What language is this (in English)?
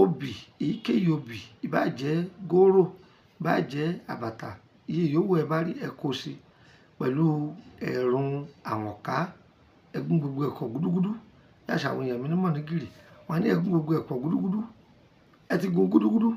Yoruba